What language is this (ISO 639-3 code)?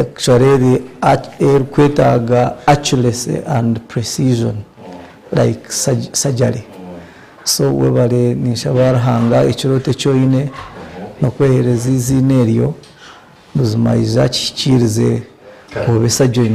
nyn